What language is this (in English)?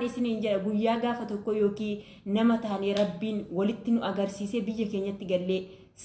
Oromo